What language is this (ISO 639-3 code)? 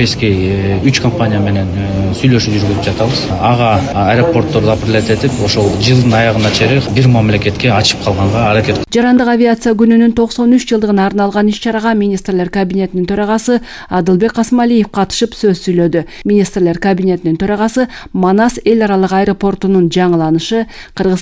kir